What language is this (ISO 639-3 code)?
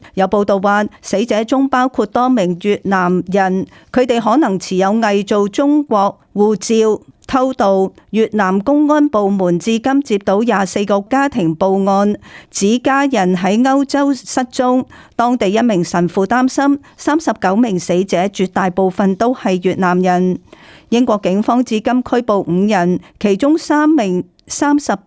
yue